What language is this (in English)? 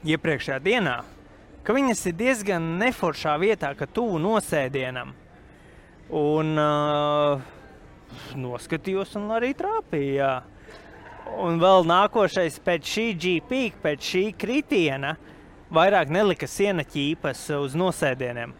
Latvian